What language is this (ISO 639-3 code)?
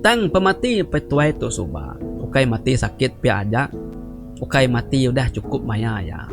iba